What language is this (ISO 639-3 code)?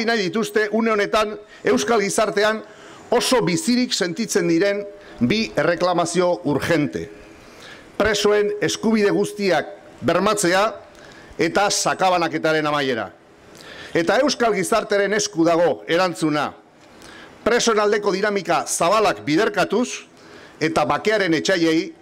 eus